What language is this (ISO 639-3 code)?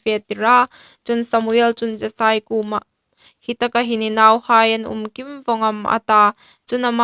hmr